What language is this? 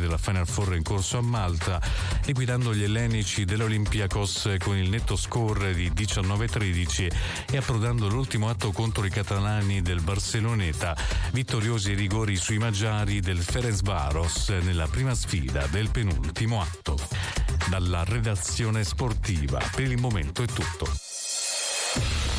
Italian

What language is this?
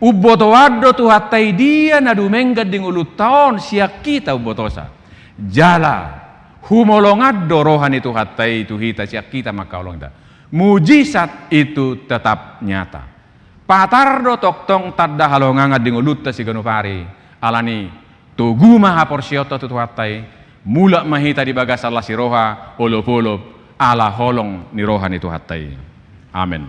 Batak Toba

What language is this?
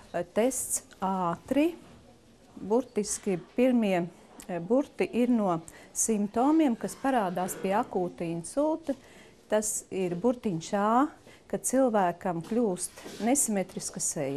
Latvian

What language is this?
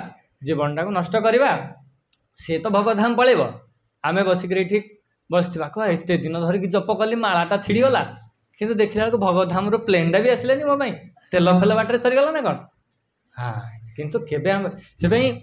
Odia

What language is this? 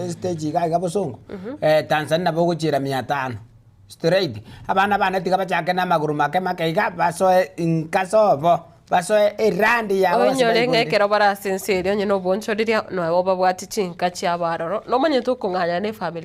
Gusii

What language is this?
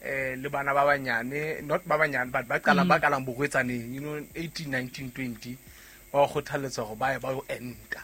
Southern Sotho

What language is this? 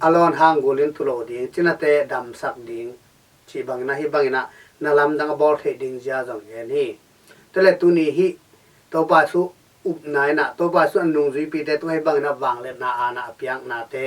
Tedim Chin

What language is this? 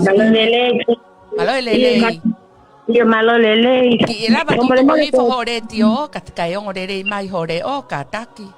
Tongan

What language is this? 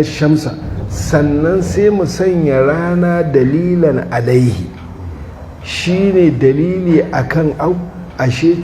Hausa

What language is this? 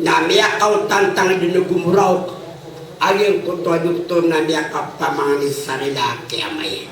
Maranao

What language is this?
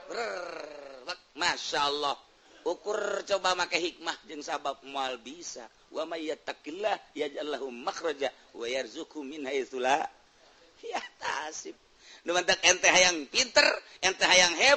Sundanese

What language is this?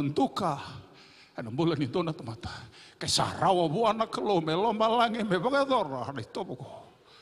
Fijian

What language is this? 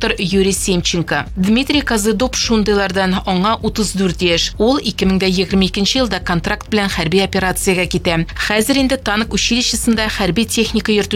Tatar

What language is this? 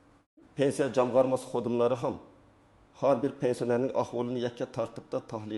Uzbek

